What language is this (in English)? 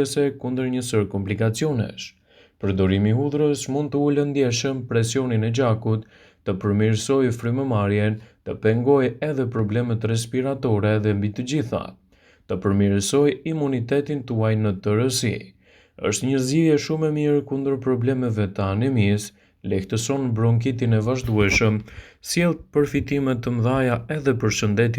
Albanian